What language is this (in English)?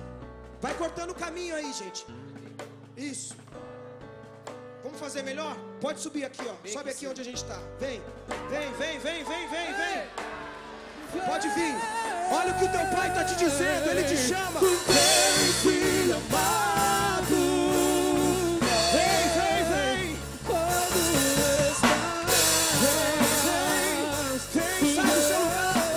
Portuguese